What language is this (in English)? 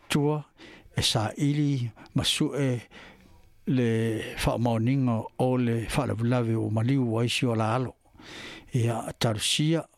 Samoan